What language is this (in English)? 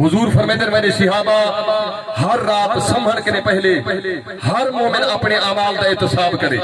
Saraiki